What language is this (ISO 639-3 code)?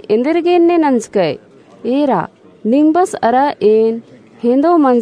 kru